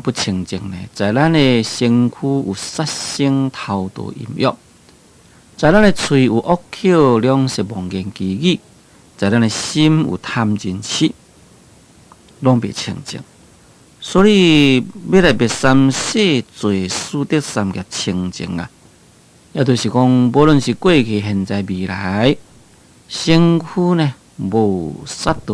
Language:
Min Nan Chinese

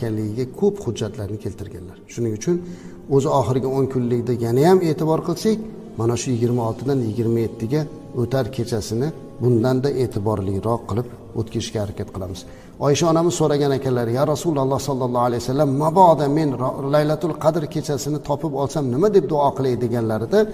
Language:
Uzbek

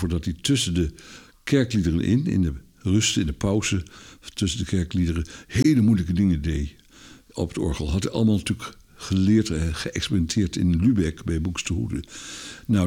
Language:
Dutch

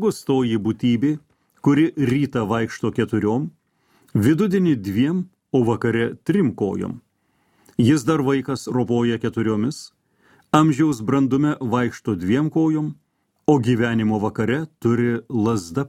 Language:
Lithuanian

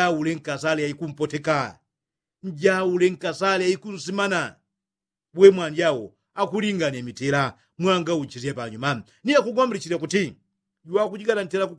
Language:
Yao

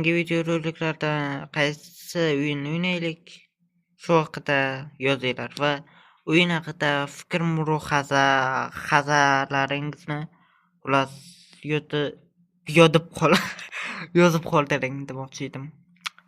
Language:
Uzbek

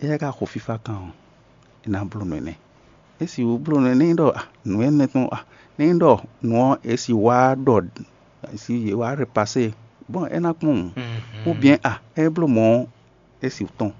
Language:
Fon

